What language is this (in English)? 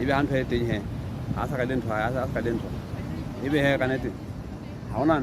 Southern Sotho